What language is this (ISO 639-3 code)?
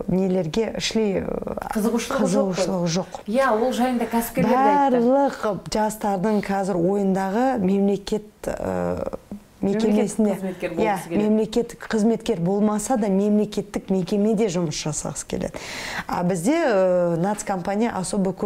kaz